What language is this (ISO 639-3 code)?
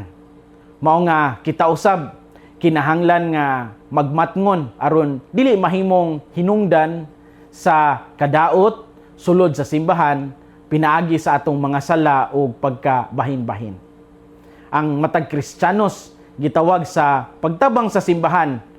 ceb